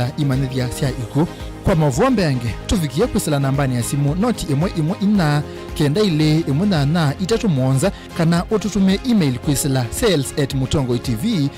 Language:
Kamba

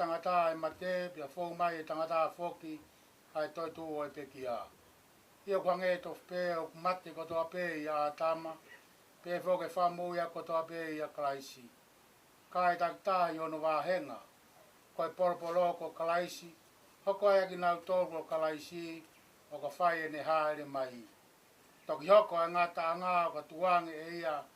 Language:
Tongan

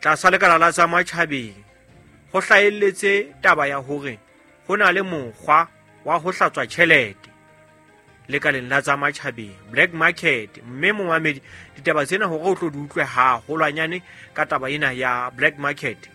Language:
Southern Sotho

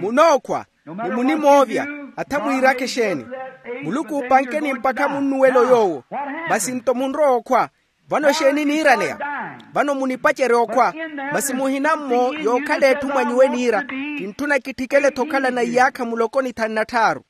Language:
Makhuwa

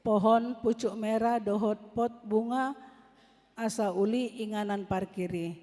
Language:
Batak Toba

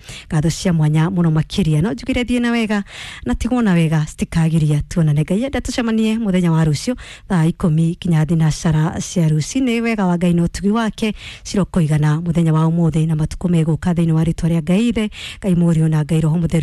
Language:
Kikuyu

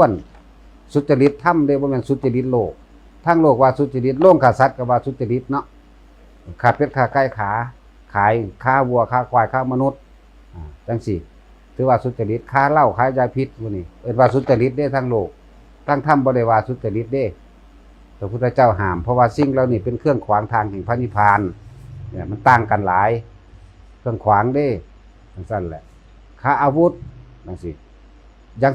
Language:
Northeastern Thai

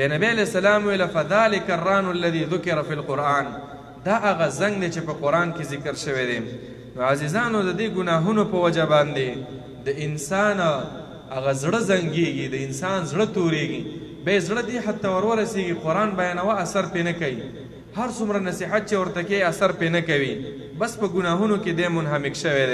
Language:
Pashto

